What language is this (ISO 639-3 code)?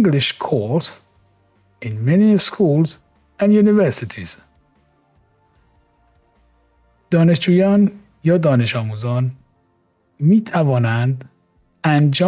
fas